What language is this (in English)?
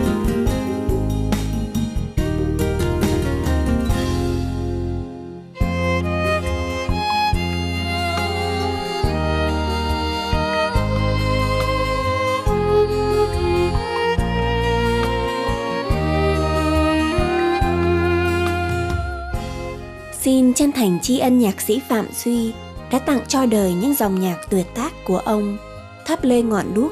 Vietnamese